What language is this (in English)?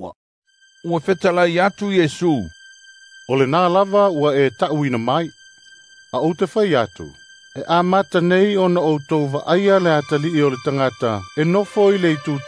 Samoan